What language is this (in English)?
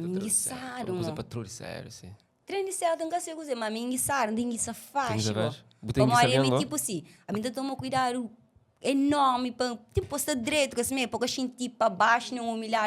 Kabuverdianu